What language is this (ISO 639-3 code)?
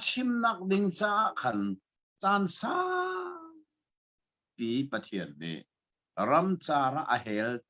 cnh